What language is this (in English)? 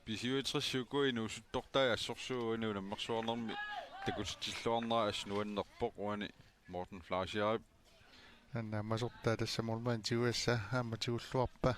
Kalaallisut